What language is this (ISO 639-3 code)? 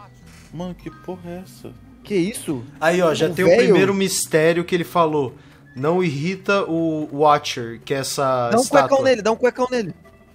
por